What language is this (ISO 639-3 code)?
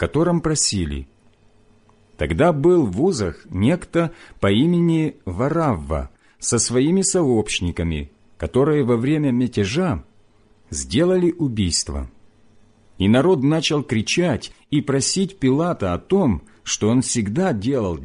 rus